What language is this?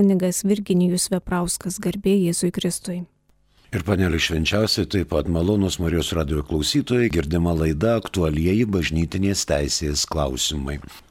Lithuanian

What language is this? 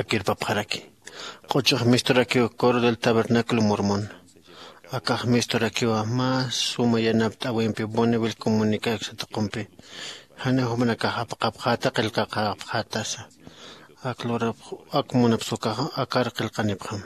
Aymara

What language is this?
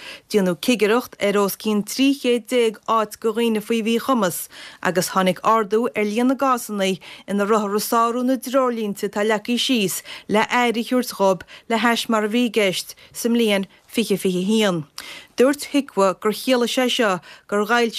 Irish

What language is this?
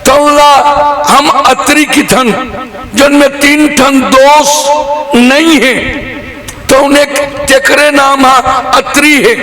Chhattisgarhi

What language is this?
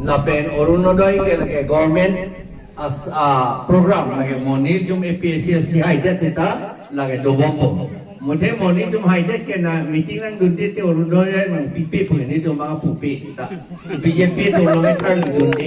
Karbi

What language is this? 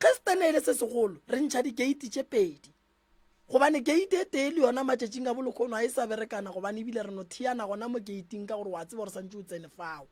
Northern Sotho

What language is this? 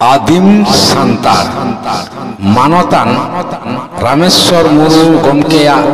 Santali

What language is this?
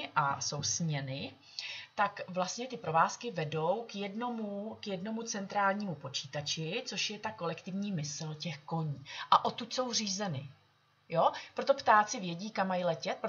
Czech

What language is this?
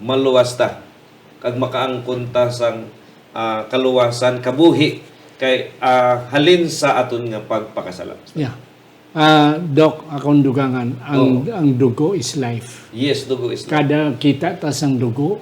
Hiligaynon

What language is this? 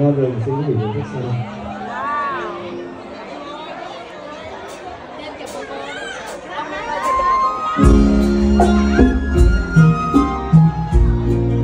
Vietnamese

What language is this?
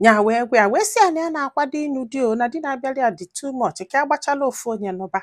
Igbo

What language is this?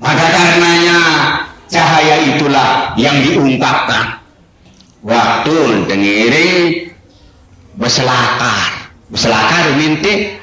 Sasak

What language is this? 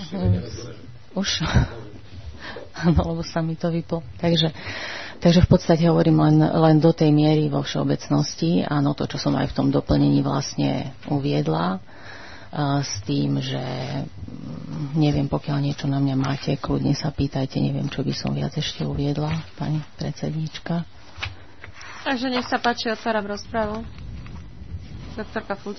Slovak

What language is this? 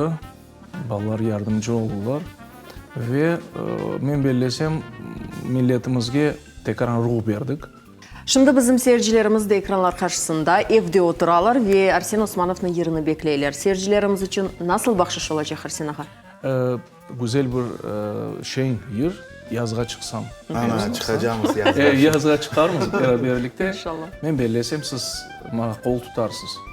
Crimean Tatar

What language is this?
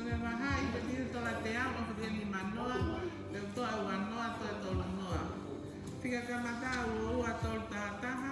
Tongan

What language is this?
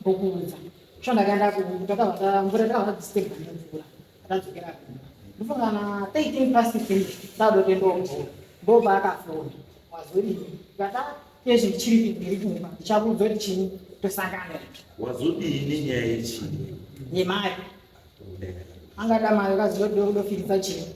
Shona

